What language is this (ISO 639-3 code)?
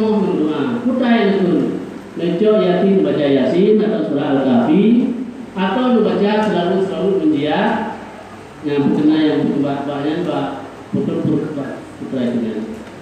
ace